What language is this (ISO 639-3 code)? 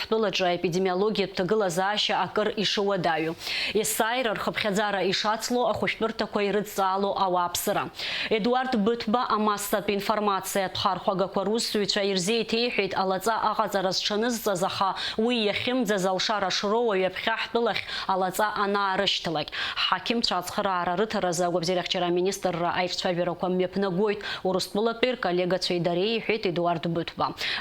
abk